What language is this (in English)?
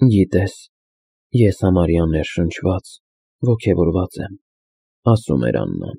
Armenian